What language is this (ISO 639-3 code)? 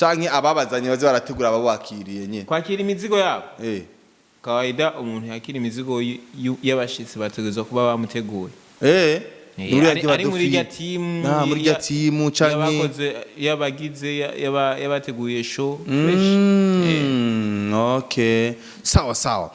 run